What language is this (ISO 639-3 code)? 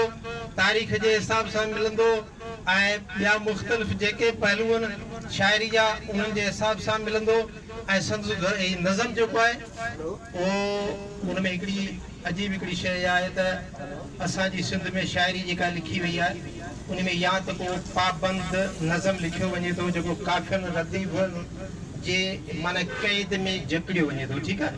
snd